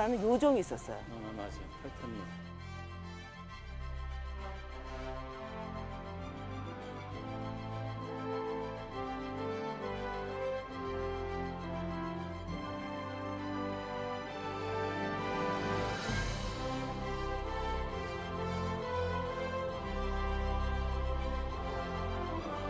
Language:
Korean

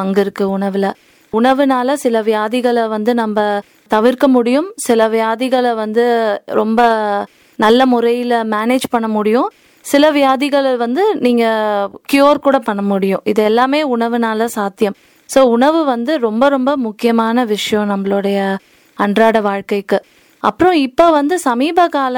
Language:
Tamil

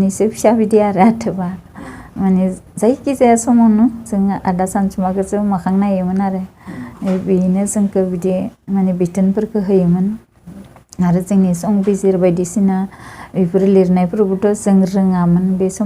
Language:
Bodo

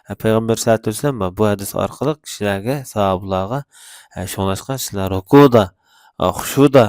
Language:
Uyghur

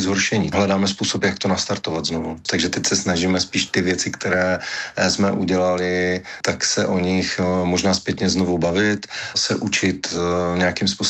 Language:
Czech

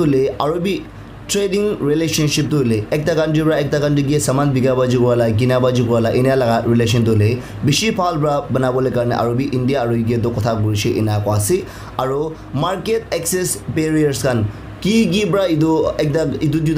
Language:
Naga Pidgin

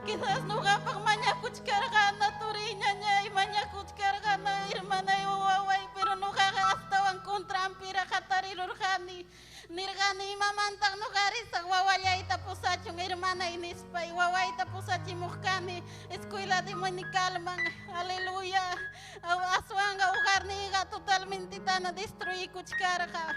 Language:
Ayacucho Quechua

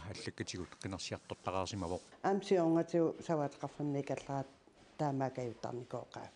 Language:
Kalaallisut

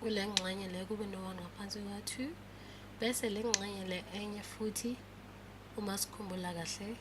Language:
Zulu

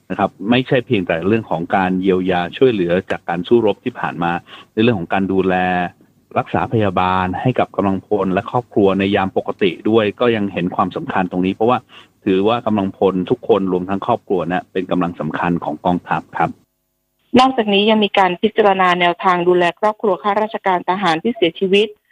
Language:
Thai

